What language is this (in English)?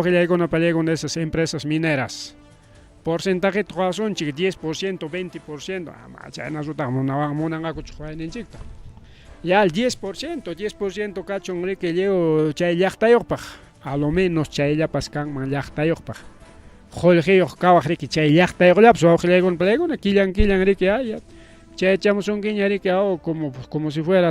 Ayacucho Quechua